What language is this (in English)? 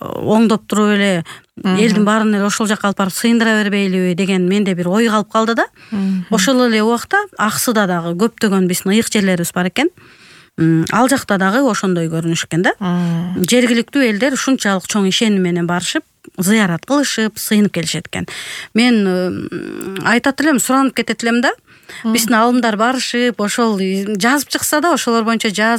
Kyrgyz